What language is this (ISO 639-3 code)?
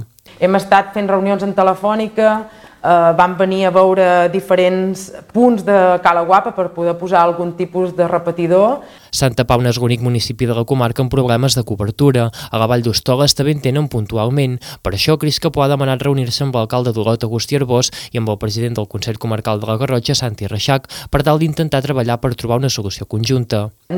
cat